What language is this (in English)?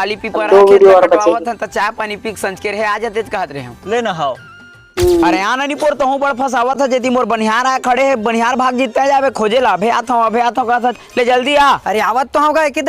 Chhattisgarhi